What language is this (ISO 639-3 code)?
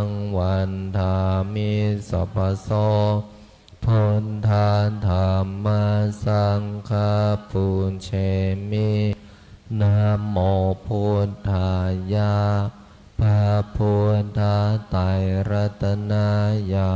pli